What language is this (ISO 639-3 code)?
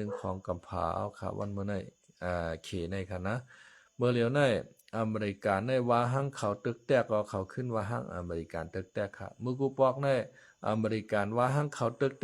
shn